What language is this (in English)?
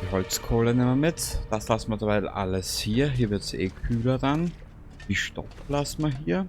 Bavarian